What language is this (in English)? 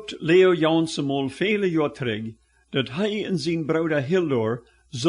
Plautdietsch